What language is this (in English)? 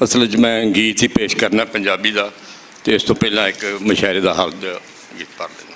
Western Panjabi